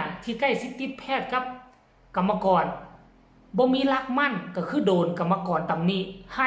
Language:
Lao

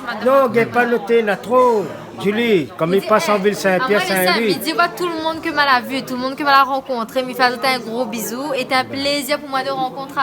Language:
Réunion Creole French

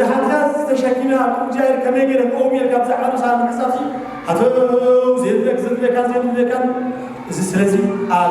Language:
Tigrinya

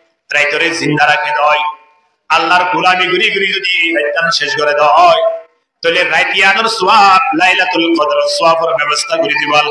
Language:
Rohingya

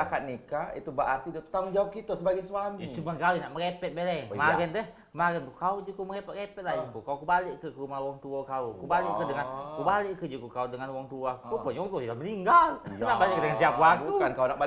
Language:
Musi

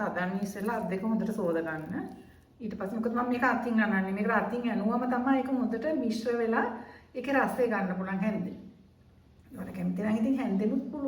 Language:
Sinhala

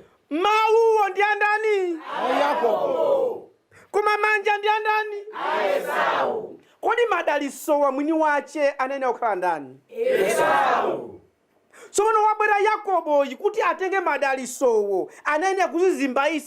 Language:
Nyanja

